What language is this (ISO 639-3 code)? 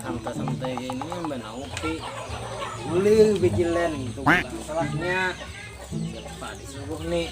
bjn